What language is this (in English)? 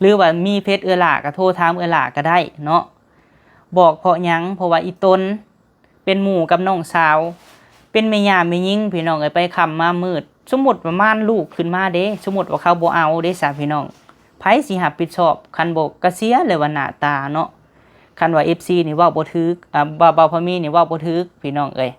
Lao